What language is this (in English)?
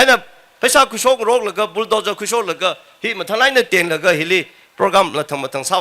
Tangkhul Naga (India)